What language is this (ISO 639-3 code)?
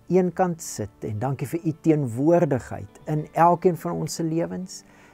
afr